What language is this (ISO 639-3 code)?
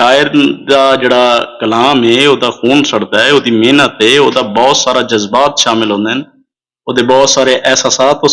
skr